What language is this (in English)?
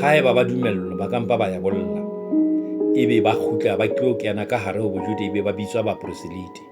Southern Sotho